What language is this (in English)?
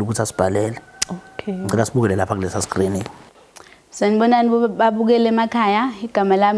Zulu